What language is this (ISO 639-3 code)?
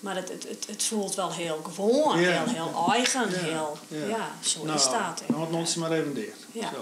fry